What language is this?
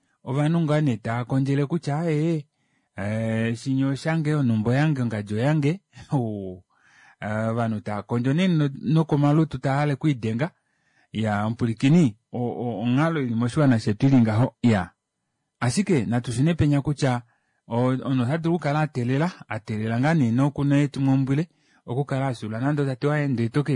Kuanyama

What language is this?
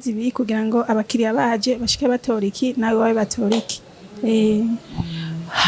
Rundi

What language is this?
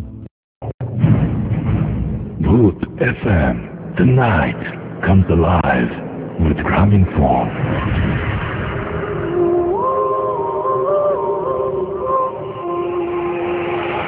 Bangla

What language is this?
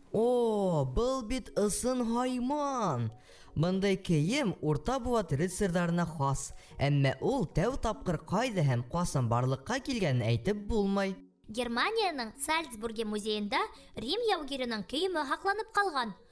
Bashkir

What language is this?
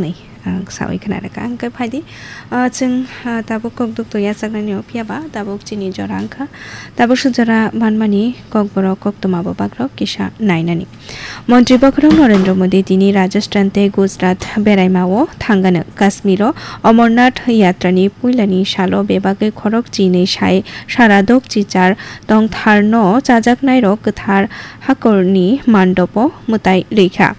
Kok Borok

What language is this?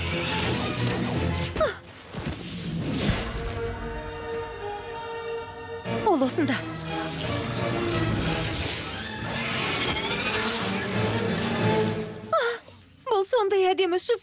Kazakh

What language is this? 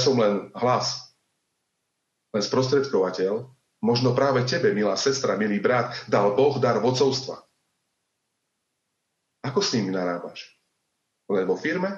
Slovak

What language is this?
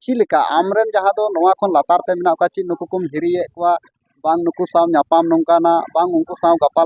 Santali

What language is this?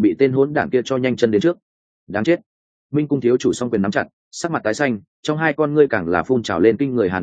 Vietnamese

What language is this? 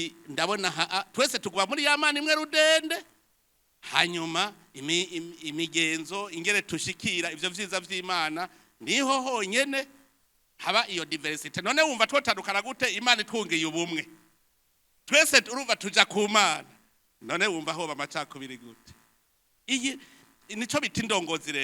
Rundi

